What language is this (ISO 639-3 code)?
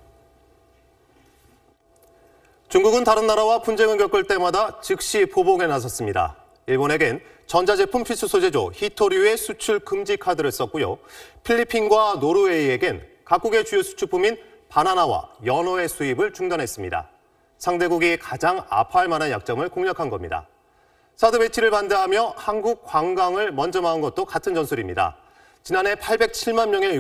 kor